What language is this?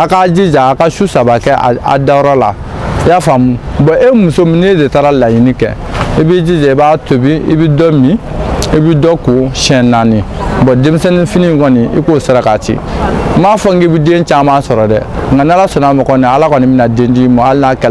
Bambara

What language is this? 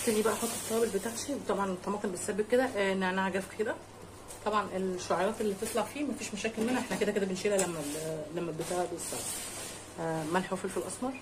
Egyptian Arabic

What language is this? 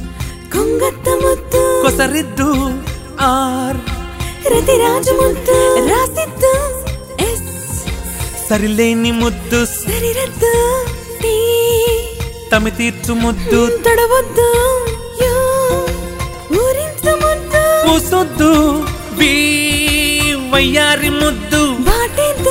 Telugu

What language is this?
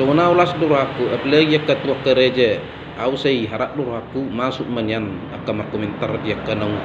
Batak Toba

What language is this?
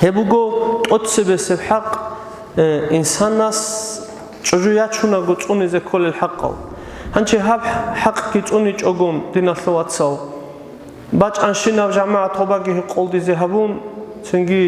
Avaric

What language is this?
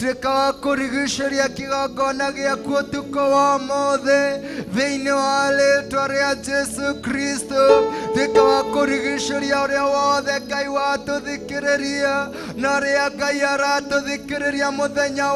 Kikuyu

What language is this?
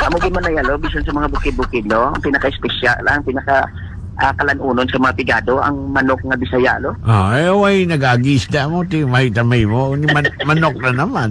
Hiligaynon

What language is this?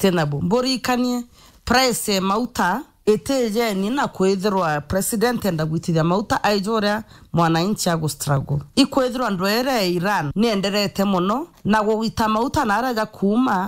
Meru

